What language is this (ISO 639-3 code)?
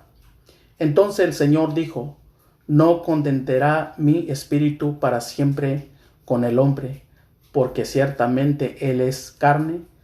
mix